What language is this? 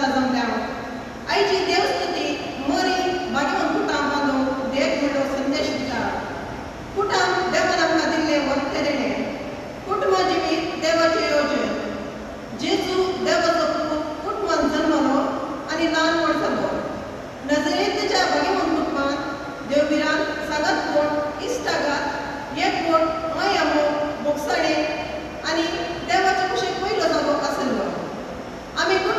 Konkani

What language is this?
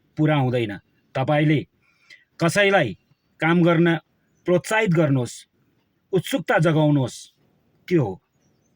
Nepali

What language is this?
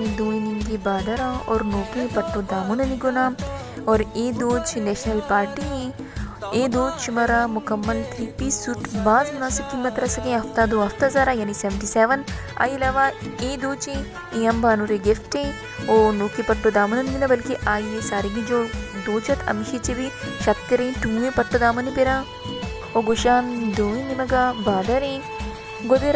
Baluchi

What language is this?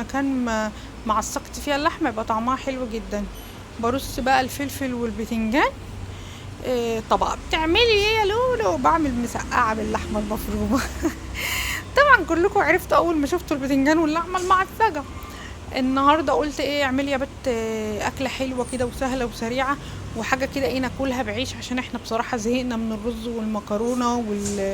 Egyptian Arabic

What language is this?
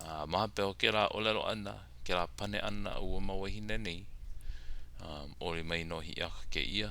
Hawaiian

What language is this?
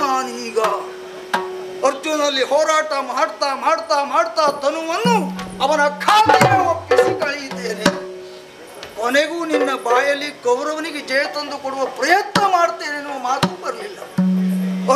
Kannada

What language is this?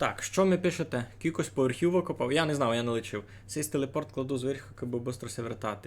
Rusyn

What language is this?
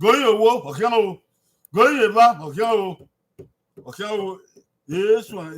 Bini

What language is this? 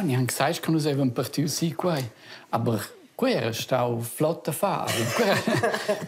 Romansh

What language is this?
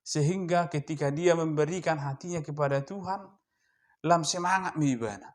Batak Toba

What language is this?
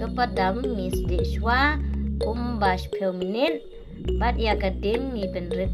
Khasi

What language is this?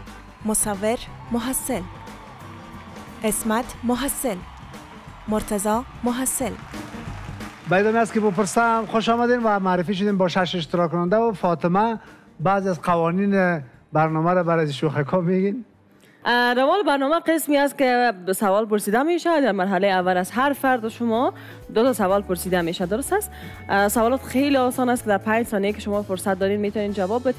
Persian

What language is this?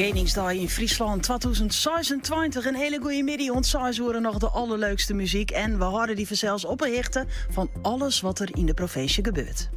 Western Frisian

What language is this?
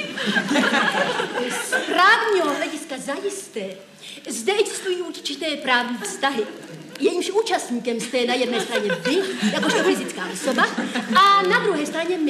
Czech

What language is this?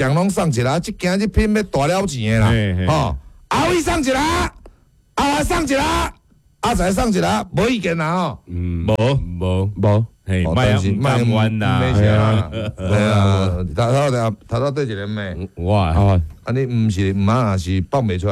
Min Nan Chinese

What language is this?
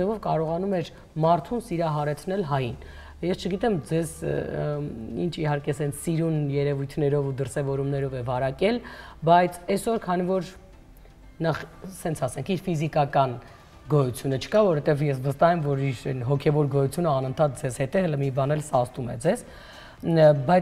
Armenian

